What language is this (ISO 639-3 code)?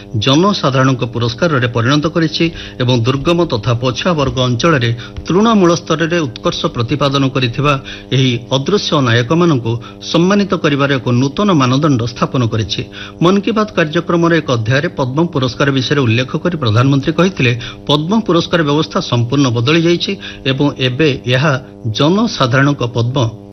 ori